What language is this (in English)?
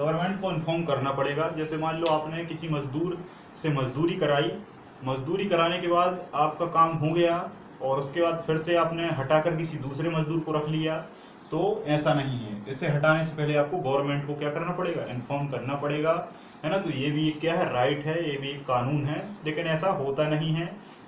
Hindi